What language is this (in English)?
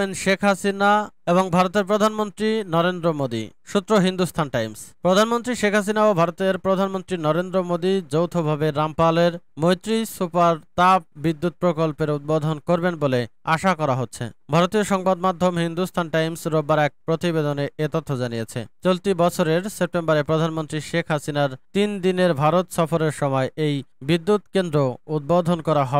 Bangla